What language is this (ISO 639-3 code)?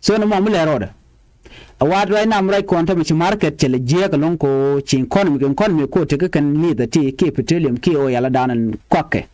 nus